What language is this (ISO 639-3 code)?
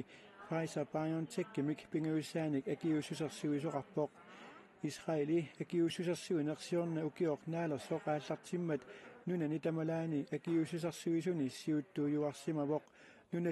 kal